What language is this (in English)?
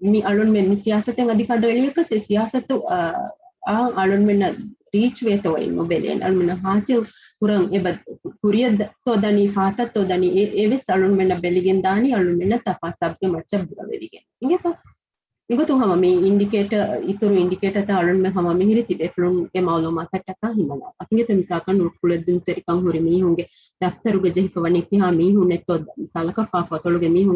Divehi